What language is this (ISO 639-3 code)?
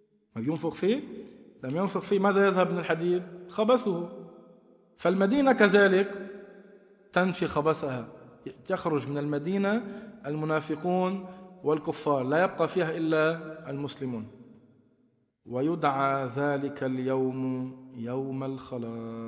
ara